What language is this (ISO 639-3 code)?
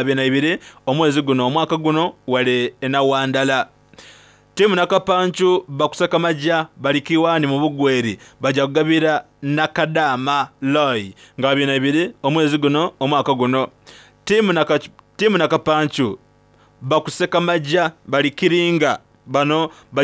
xog